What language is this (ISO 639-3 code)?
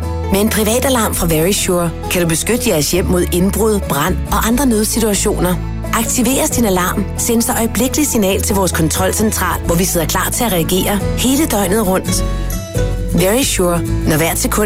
dan